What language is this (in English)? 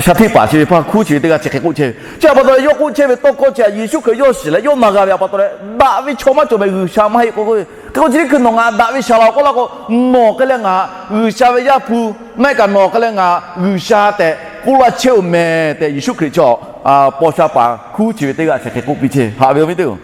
Lahu